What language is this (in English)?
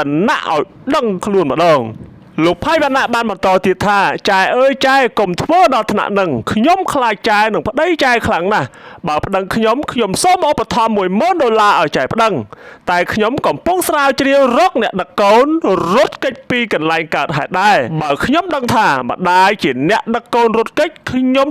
Khmer